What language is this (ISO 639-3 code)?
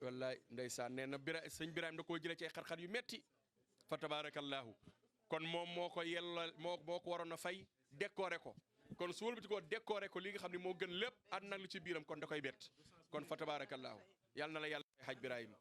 wol